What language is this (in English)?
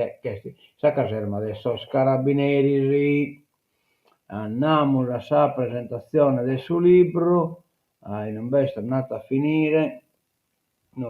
Sardinian